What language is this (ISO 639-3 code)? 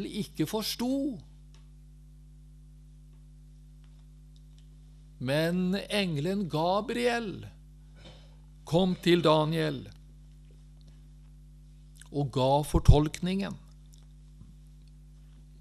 nor